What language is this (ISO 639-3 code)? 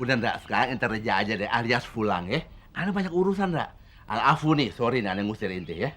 bew